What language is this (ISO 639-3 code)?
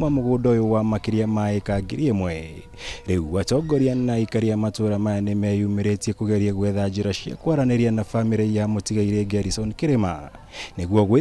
kik